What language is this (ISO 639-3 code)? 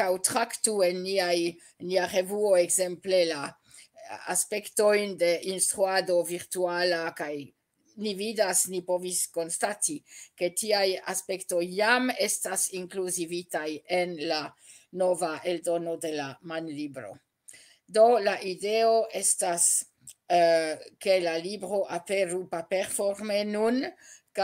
epo